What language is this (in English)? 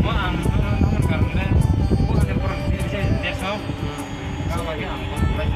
Kok Borok